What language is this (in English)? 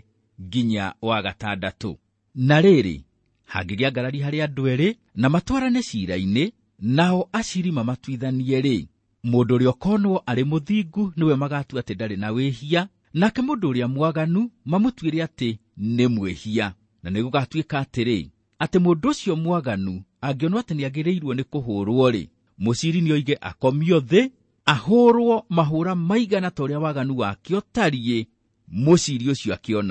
Kikuyu